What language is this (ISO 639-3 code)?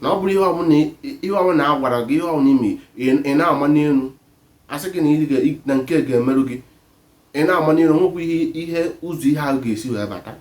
ibo